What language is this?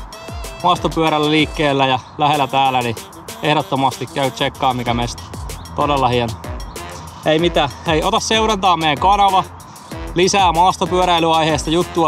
Finnish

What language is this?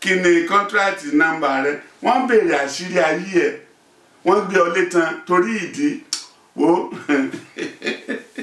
Yoruba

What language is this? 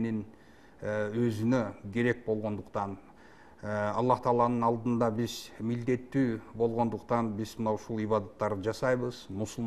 Kyrgyz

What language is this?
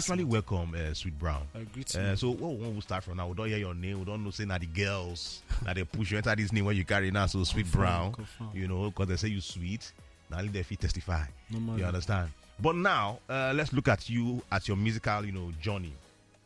Nigerian Pidgin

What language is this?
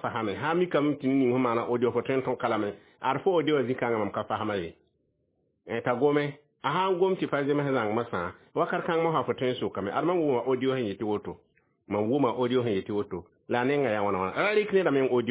Mossi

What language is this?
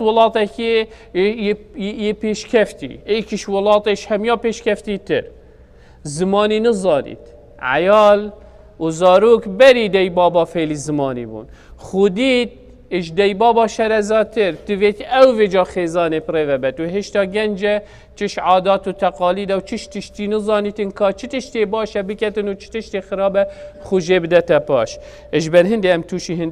Kurdish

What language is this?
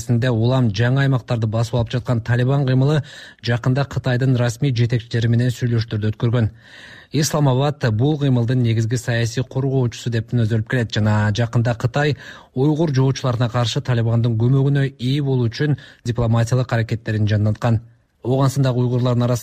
Kyrgyz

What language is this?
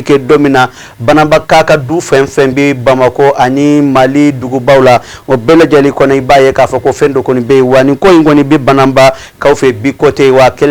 Bambara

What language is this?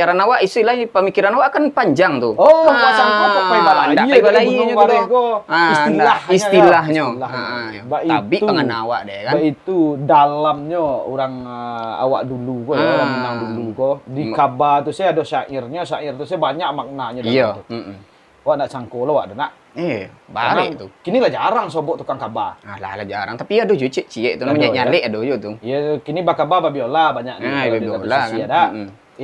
Minangkabau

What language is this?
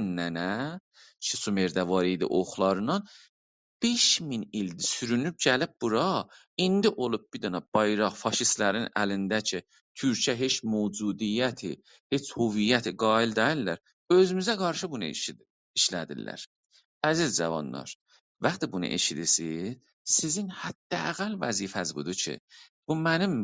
South Azerbaijani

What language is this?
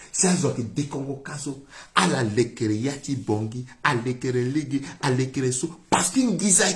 Sango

